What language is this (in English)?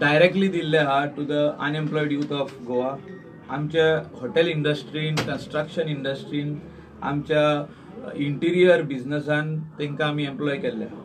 Konkani